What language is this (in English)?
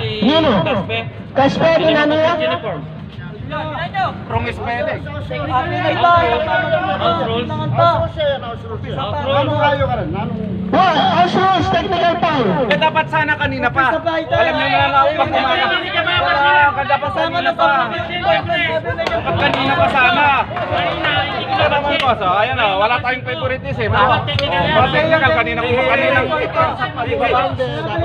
Filipino